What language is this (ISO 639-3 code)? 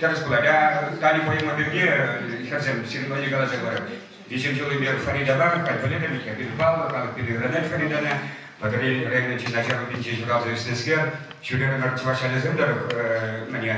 chv